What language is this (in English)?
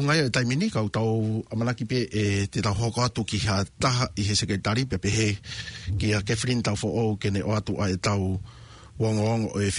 Tongan